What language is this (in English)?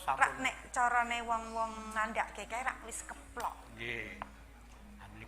Javanese